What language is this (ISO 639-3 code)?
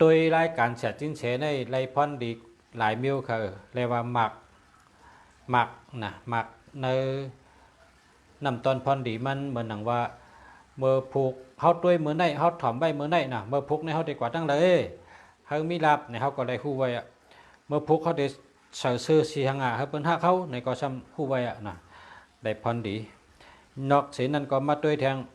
shn